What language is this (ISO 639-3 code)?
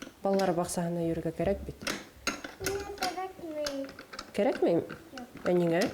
bak